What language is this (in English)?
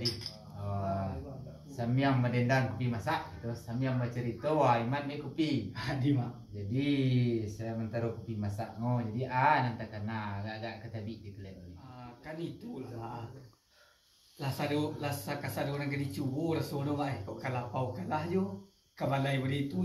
Minangkabau